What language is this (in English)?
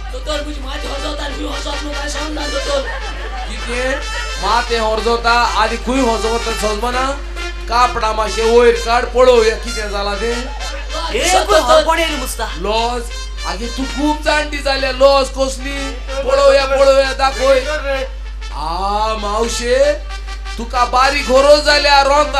Konkani